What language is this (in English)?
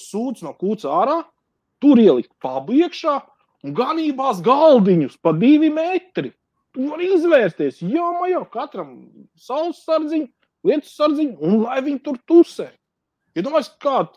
Latvian